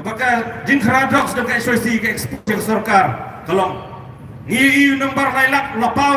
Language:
Khasi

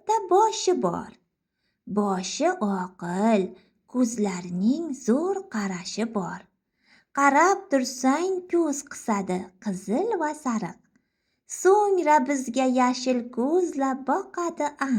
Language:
Uzbek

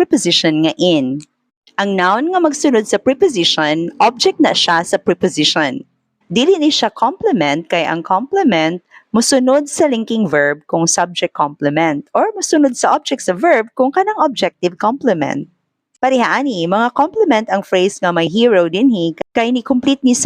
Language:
Cebuano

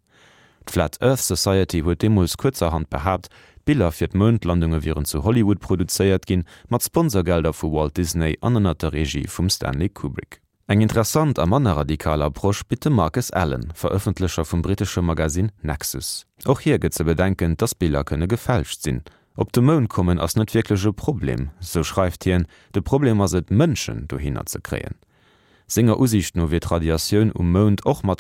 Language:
Luxembourgish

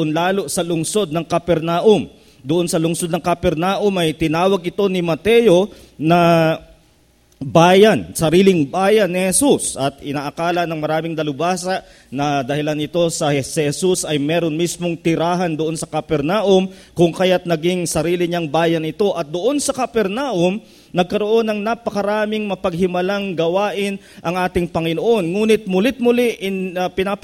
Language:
Filipino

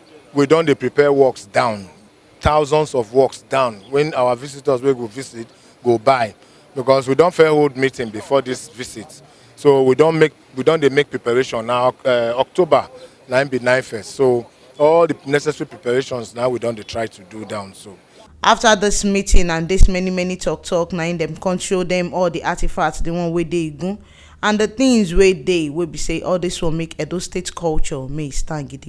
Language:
Nigerian Pidgin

